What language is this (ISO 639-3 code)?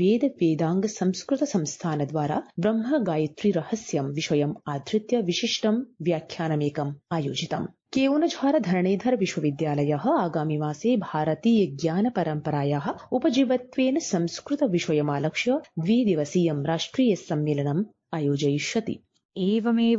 san